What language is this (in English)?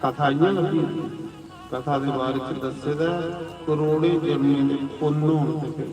Dogri